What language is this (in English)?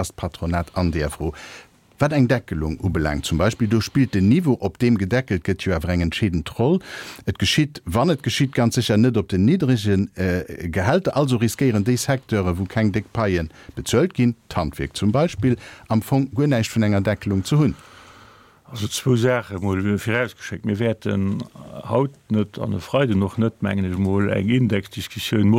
Luxembourgish